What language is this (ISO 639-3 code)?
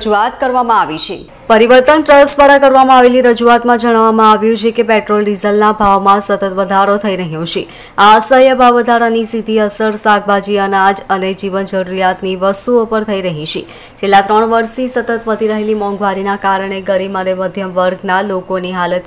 guj